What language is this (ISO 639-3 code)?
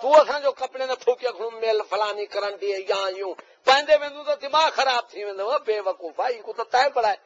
skr